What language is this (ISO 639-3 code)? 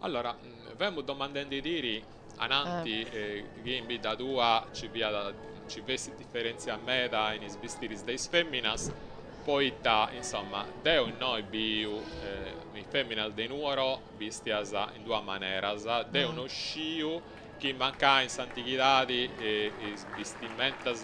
srd